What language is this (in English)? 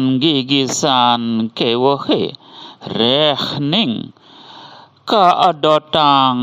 Balinese